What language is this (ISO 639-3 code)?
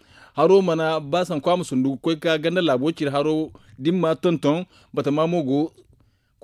dje